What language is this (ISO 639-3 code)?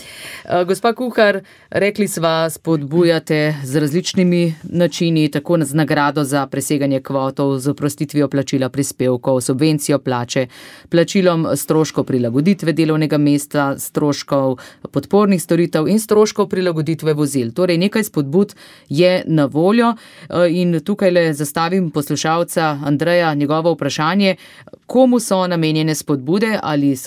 slv